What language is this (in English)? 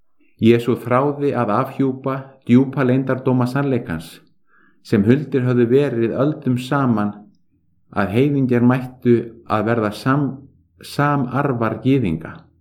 Icelandic